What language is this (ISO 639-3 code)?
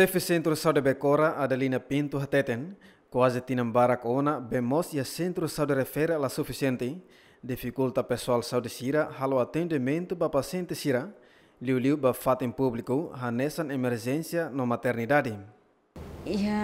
tet